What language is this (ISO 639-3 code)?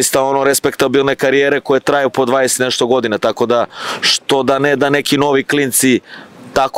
srp